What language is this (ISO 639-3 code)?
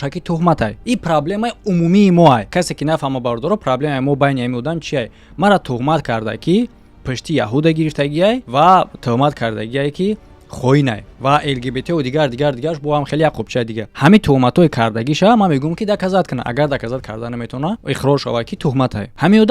tgk